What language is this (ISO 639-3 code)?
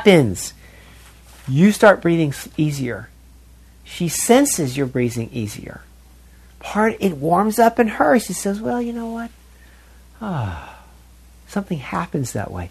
eng